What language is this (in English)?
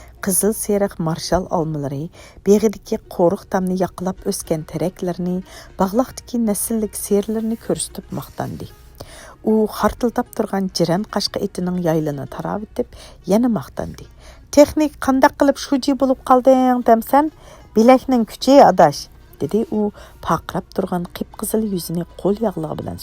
Uyghur